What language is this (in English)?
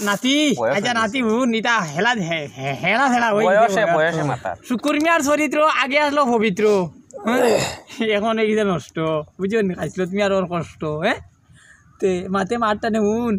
Sylheti